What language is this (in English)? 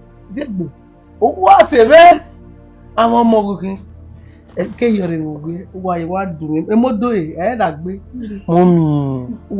Bini